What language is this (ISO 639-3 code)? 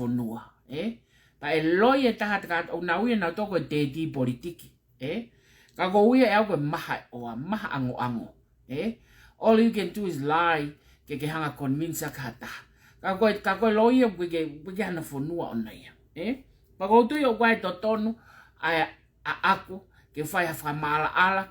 ton